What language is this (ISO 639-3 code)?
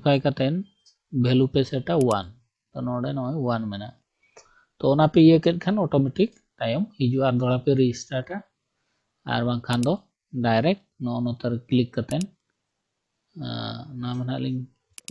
sat